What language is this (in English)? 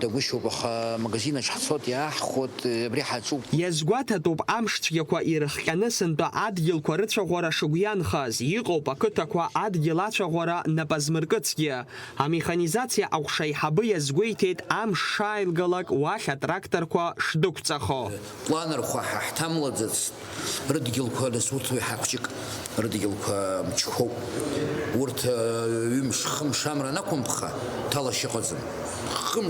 Abkhazian